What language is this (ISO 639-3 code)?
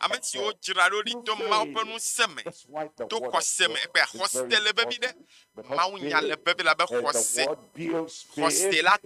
ewe